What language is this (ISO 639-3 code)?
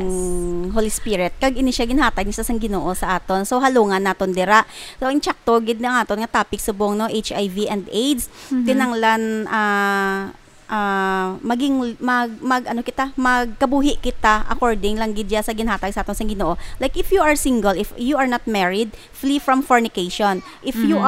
hil